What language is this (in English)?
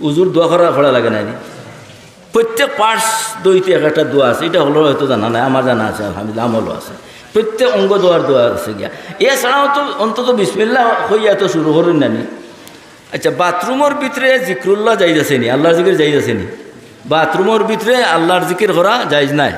Sylheti